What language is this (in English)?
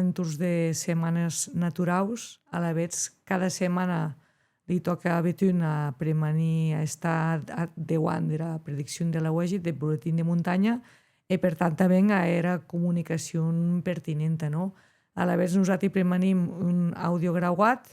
Occitan